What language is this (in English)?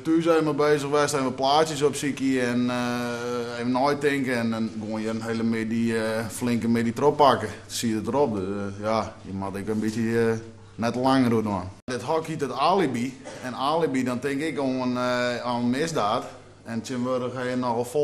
Western Frisian